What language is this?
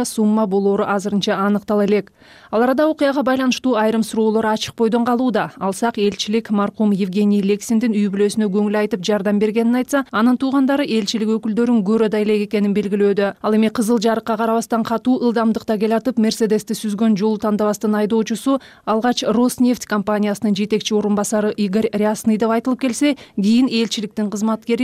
Kyrgyz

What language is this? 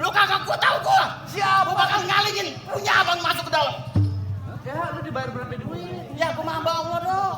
Betawi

